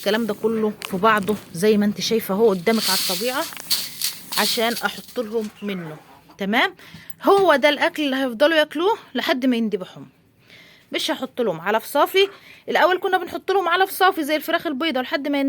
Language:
Egyptian Arabic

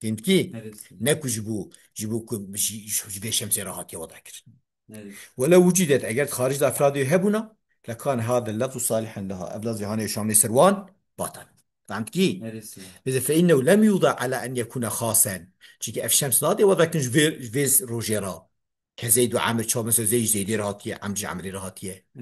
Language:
Kurdish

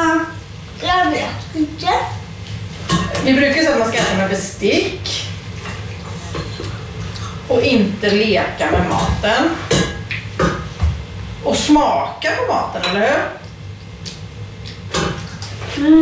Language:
Swedish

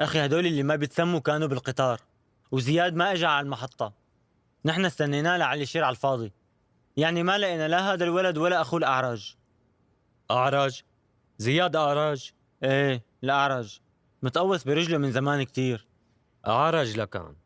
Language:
North Levantine Arabic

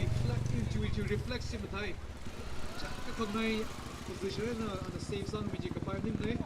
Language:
Tangkhul Naga (India)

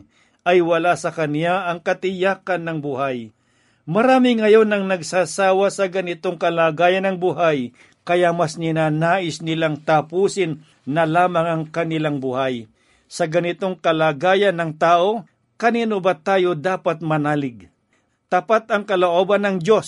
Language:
Filipino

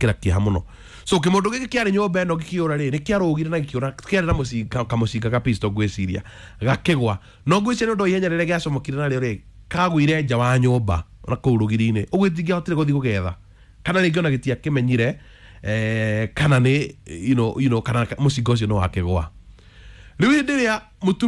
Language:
Kikuyu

